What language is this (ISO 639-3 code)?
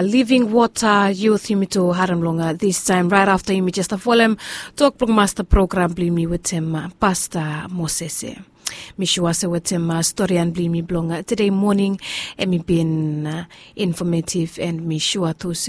bis